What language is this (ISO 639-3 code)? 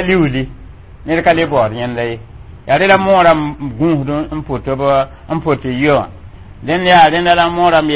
mos